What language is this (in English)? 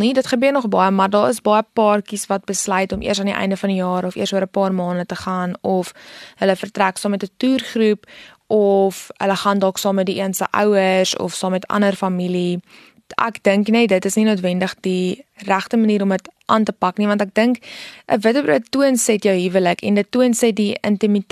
Afrikaans